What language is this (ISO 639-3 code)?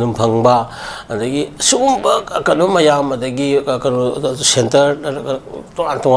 mni